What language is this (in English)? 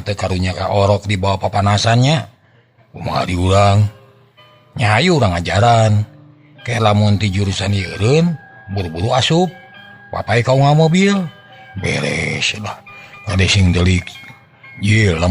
Sundanese